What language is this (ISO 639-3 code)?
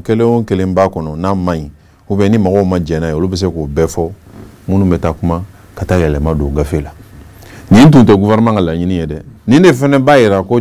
bam